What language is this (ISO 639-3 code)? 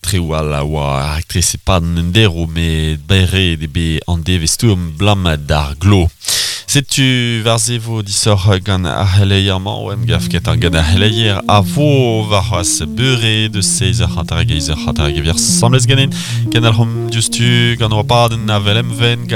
bre